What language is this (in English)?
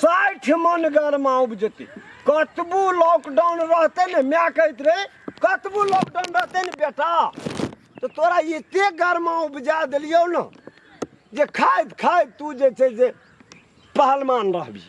Maithili